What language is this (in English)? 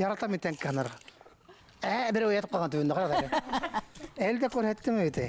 Bashkir